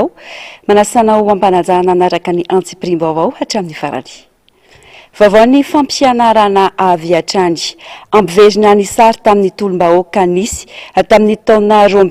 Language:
Malagasy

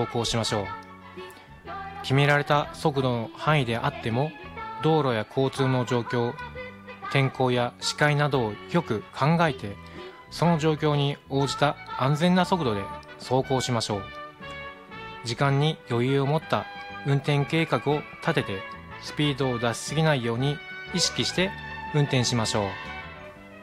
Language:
Japanese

